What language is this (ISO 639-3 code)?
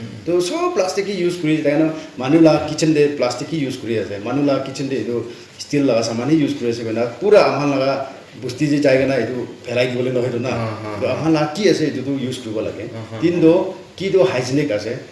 nag